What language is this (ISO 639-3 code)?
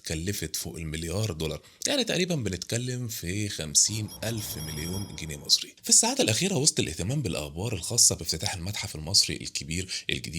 arz